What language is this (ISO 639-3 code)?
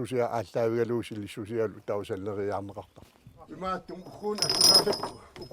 kal